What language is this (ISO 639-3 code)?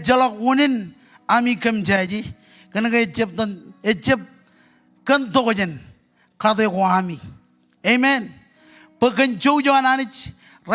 mah